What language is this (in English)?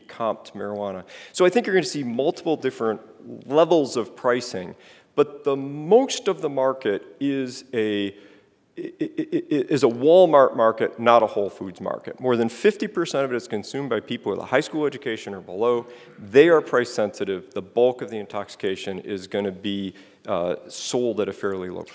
English